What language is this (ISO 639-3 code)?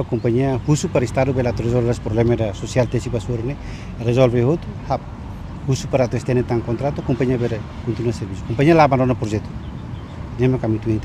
tet